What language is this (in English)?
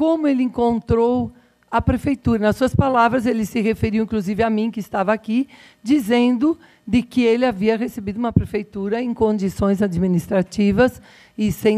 Portuguese